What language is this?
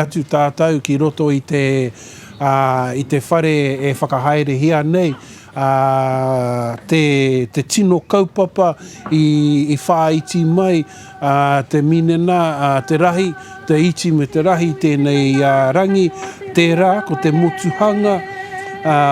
Māori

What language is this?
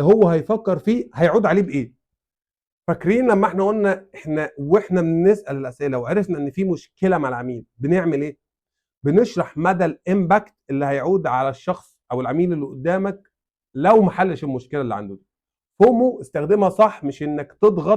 Egyptian Arabic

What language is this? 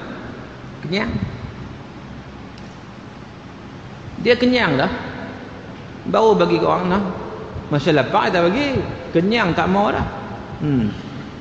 Malay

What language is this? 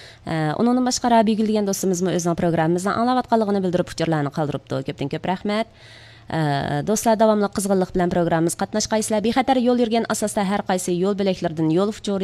Uyghur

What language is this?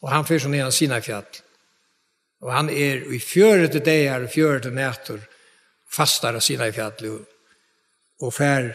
Faroese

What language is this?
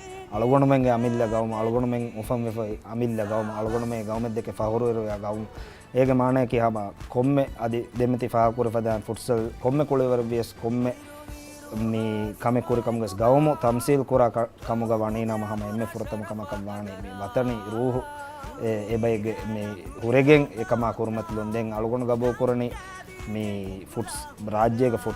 Divehi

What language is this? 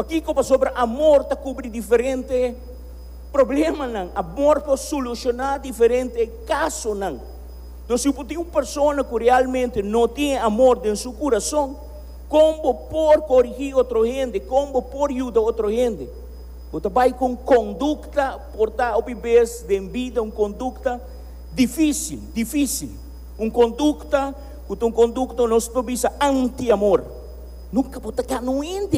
Papiamento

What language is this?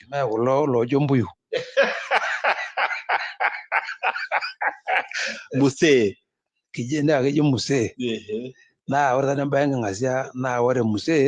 Masai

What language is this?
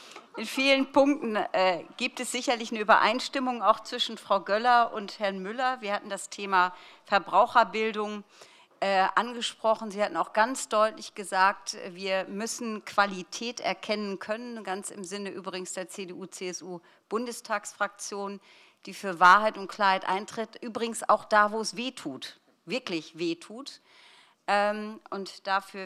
German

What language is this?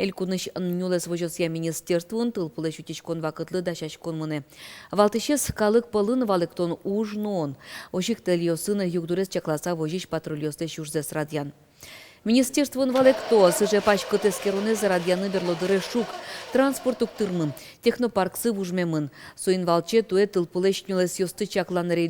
Udmurt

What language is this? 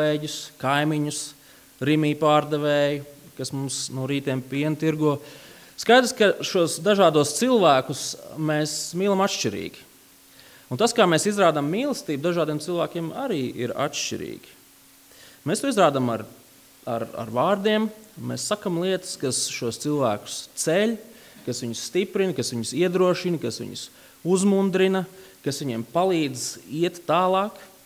Latvian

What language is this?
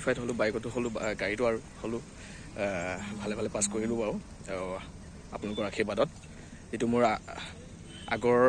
Assamese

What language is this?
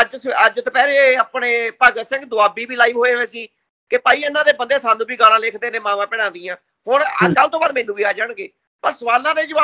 Punjabi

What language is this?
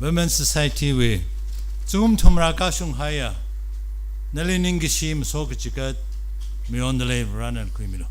Tangkhul Naga (India)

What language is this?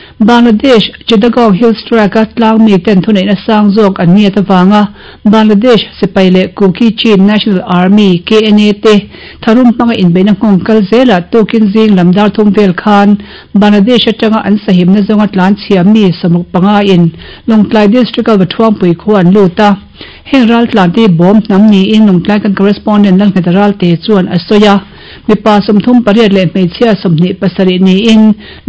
Mizo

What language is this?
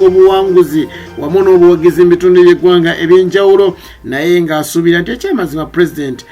Ganda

